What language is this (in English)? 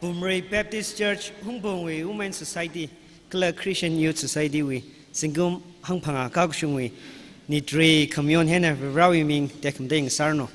Tangkhul Naga (India)